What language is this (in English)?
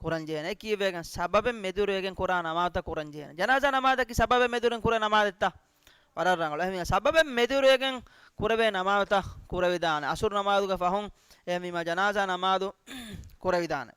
Divehi